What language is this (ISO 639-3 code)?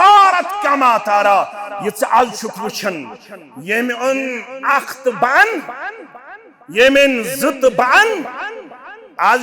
kas